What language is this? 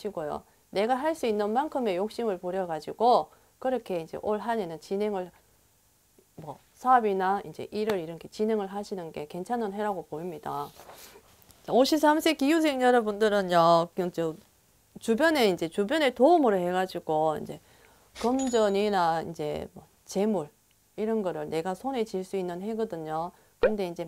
Korean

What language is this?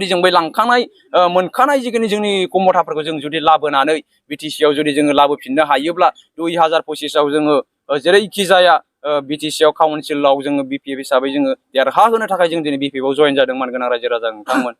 Bodo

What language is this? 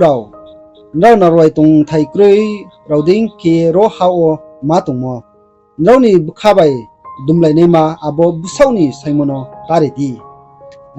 Riang (India)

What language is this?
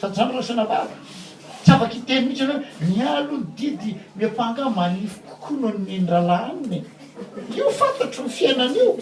Malagasy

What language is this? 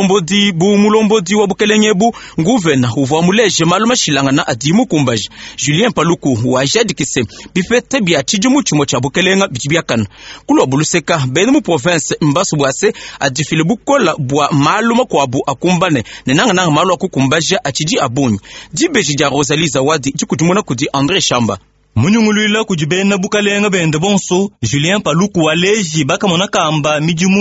Luba-Lulua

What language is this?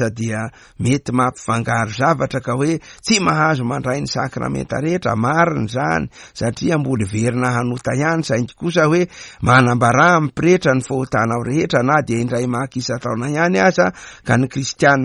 Malagasy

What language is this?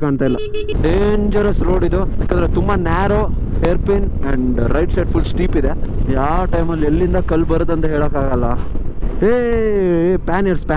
Kannada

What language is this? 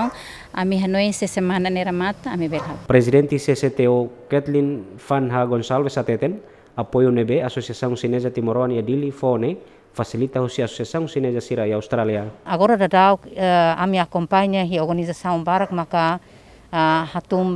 Tetum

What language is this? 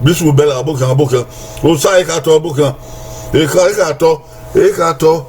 Bini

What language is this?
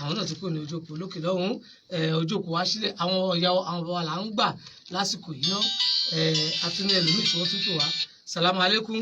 Yoruba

